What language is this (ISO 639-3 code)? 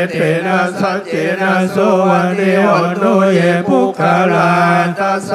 pli